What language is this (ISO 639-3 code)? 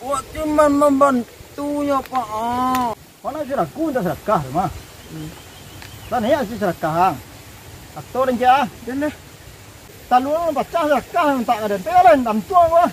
min